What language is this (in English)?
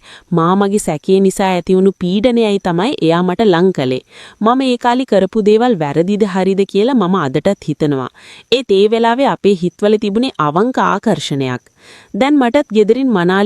Sinhala